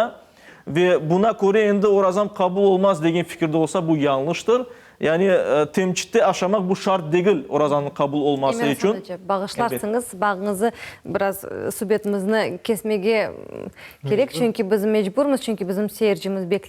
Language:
Crimean Tatar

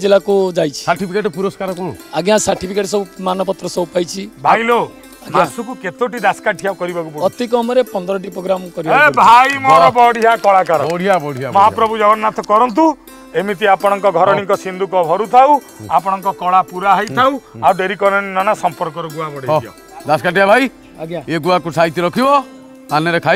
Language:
Odia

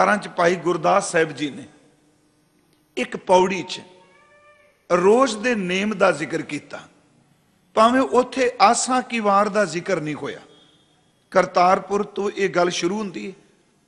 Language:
Punjabi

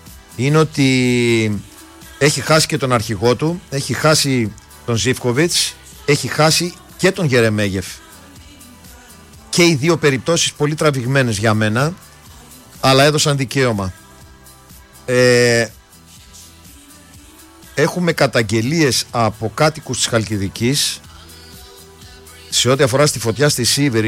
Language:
Greek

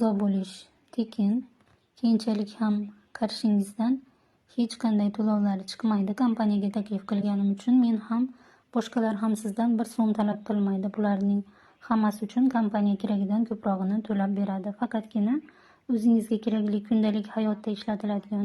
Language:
Uzbek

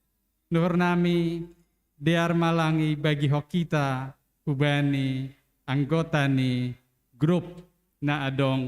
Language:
Batak Simalungun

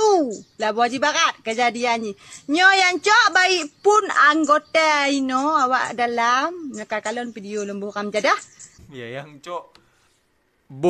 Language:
Achinese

